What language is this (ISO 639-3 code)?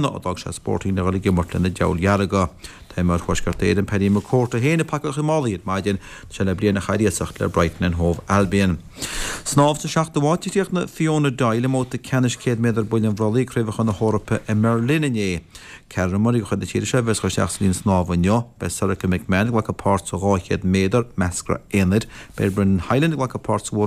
gle